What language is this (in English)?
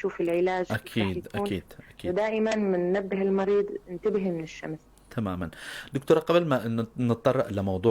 North Levantine Arabic